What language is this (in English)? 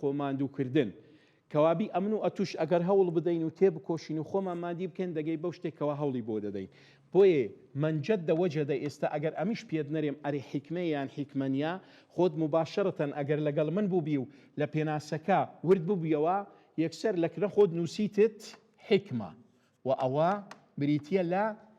Central Kurdish